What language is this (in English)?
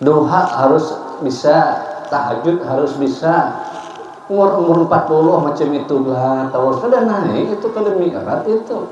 Banjar